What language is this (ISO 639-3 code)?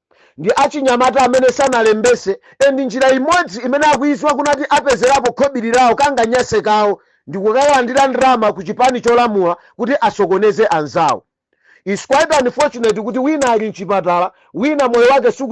nya